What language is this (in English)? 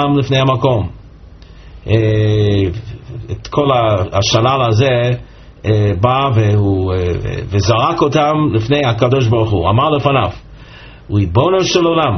Hebrew